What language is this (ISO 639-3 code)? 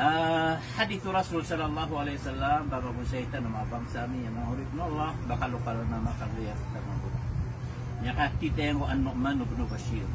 mrw